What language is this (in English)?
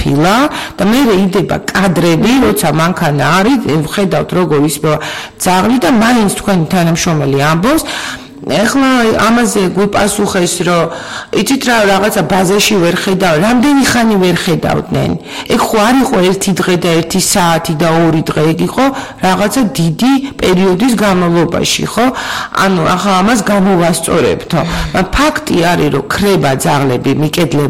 Georgian